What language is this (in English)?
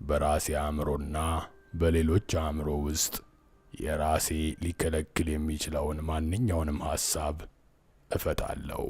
Amharic